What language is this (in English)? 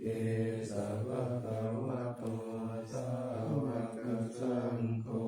Pali